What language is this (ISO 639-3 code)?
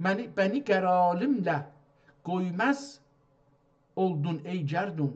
azb